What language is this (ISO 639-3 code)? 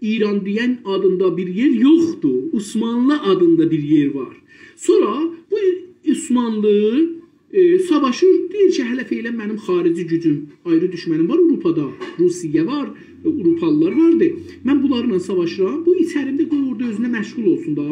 azb